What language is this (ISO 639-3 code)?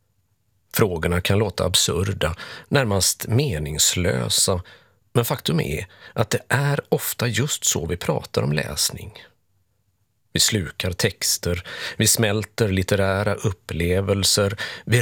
swe